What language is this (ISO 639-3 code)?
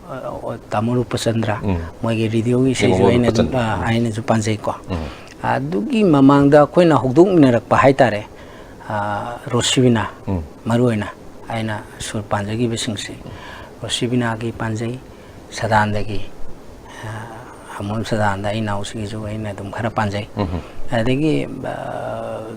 mni